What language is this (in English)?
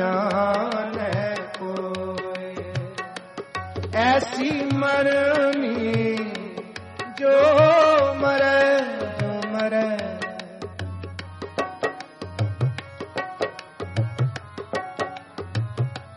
Hindi